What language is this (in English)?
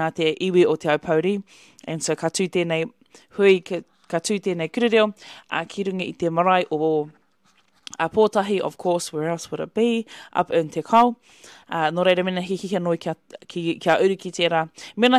Māori